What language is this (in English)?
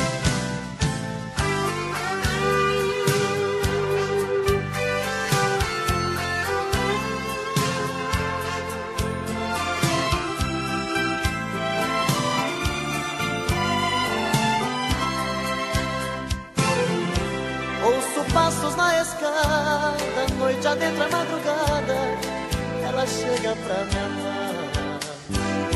Portuguese